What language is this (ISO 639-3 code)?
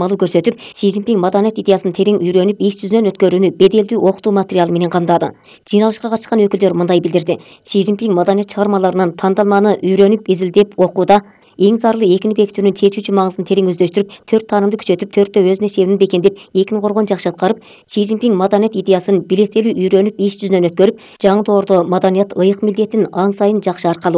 kir